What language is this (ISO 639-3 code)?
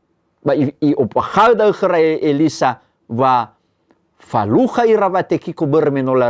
nia